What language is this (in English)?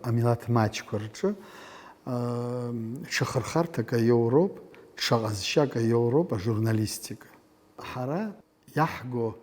Abkhazian